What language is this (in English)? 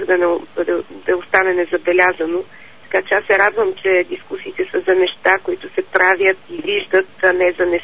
Bulgarian